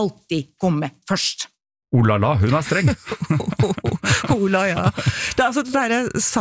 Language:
Norwegian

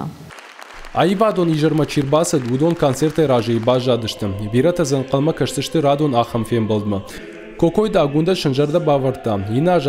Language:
Ossetic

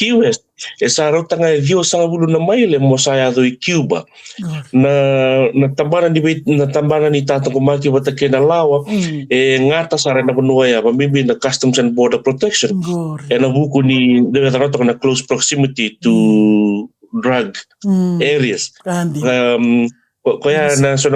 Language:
Fijian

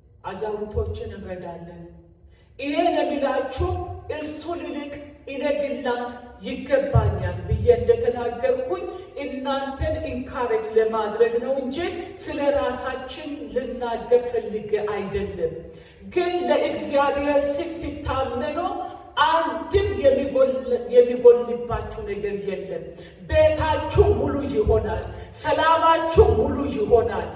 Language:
Amharic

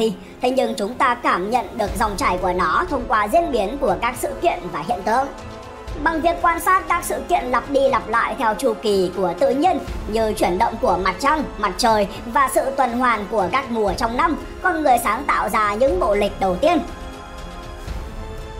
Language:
Vietnamese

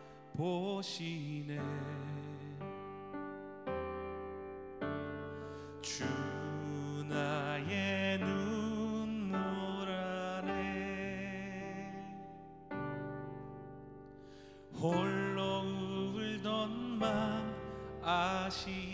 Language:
Korean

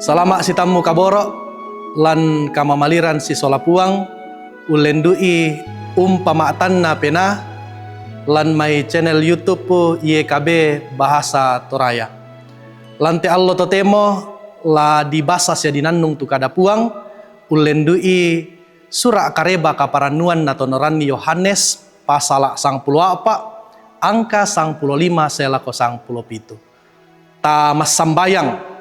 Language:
Toraja-Sa'dan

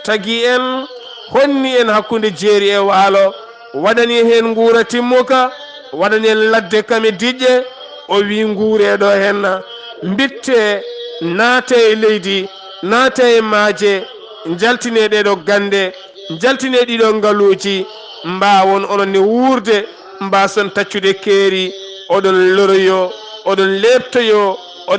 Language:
Fula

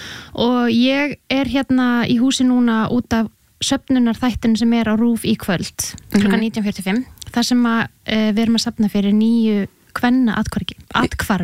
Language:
Icelandic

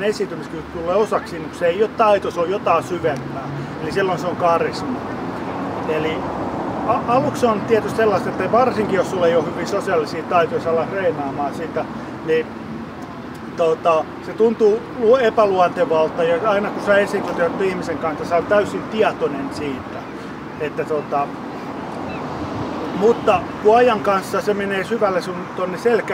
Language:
Finnish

